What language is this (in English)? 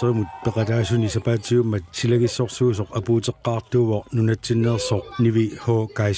Kalaallisut